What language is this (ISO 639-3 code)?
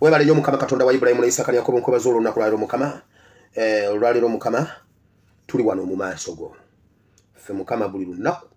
lug